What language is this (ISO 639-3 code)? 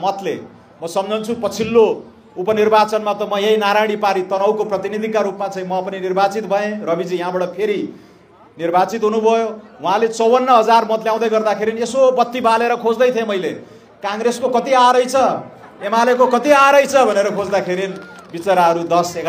nep